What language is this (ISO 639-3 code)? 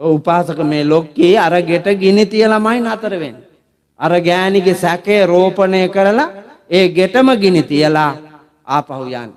sin